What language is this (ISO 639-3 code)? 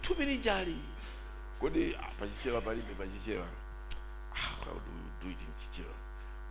nya